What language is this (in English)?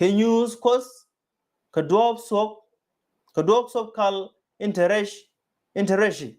Nuer